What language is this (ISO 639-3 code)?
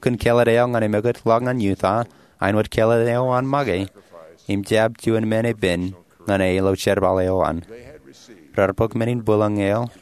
mah